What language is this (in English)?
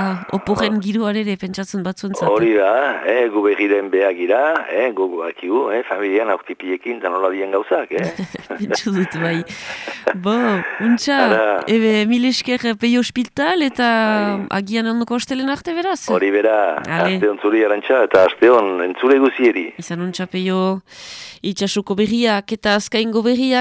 Basque